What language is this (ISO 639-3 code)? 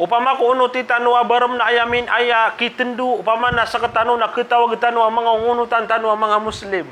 mrw